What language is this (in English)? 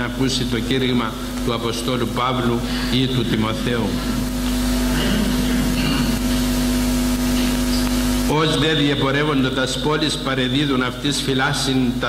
Greek